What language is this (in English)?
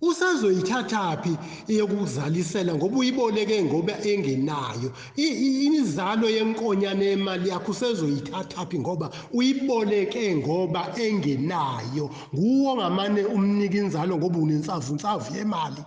Zulu